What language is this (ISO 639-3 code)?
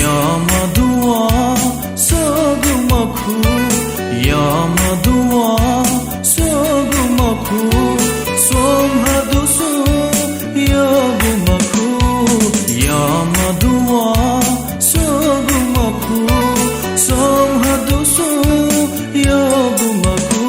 new